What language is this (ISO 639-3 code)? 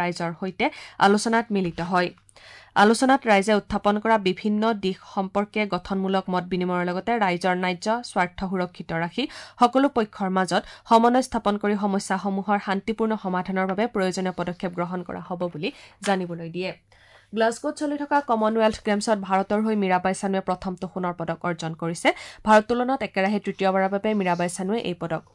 asm